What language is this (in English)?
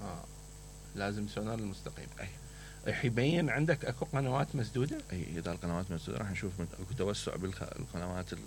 Mesopotamian Arabic